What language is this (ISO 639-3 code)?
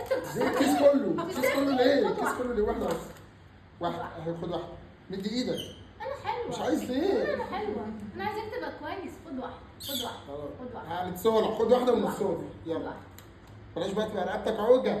arz